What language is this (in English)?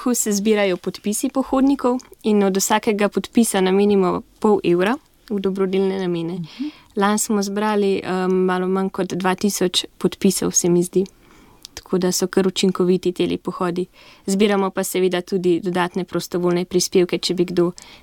Slovenian